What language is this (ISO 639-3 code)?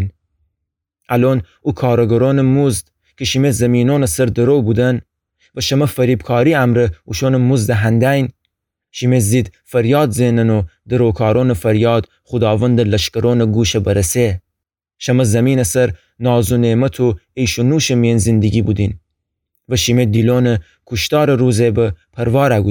glk